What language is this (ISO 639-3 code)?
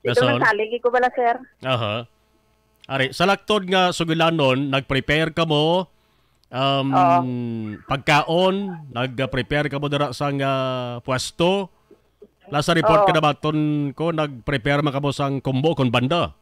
hil